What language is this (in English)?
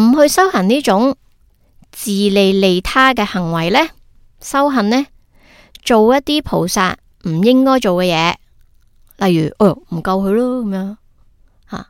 Cantonese